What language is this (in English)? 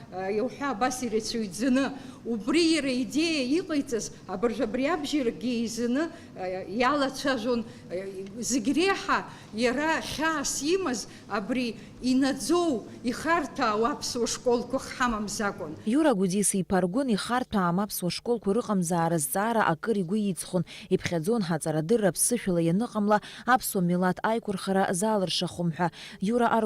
Abkhazian